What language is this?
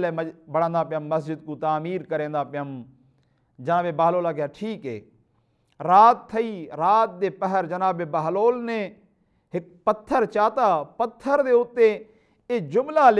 Saraiki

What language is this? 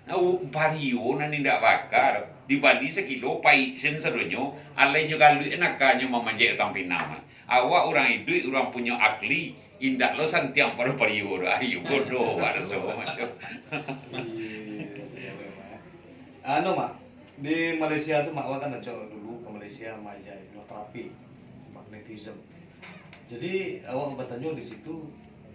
Minangkabau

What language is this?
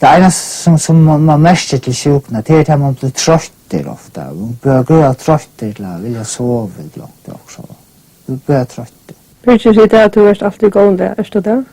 Faroese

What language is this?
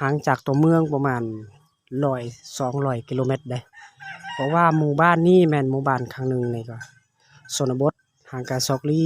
Lao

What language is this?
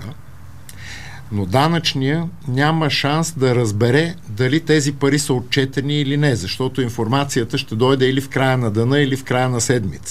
Bulgarian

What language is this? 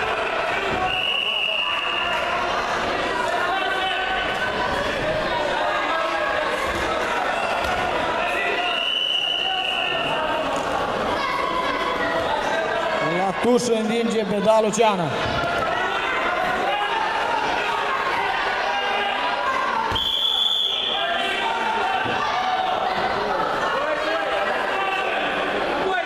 Romanian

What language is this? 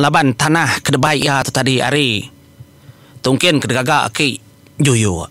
Iban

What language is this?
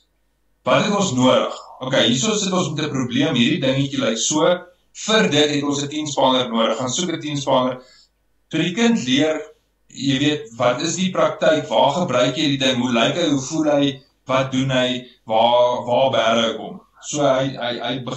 Afrikaans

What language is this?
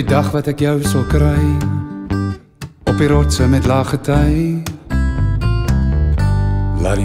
Afrikaans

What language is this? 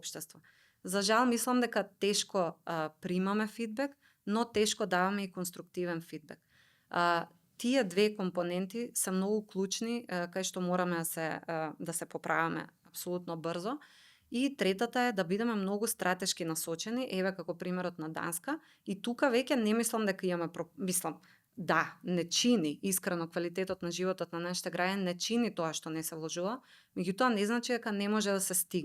Macedonian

